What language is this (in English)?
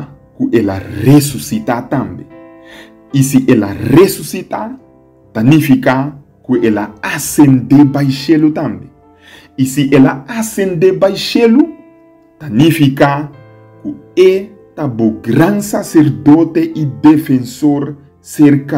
Papiamento